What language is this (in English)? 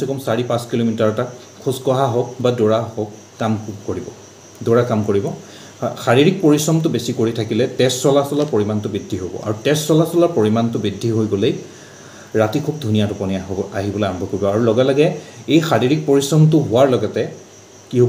Assamese